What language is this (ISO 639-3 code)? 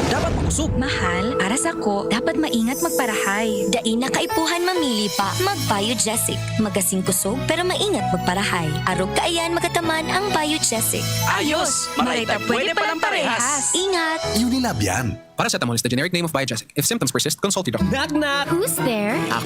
bik